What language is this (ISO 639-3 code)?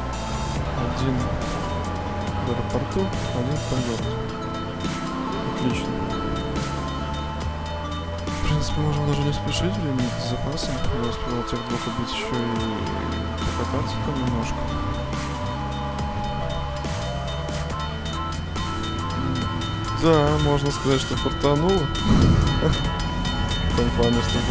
rus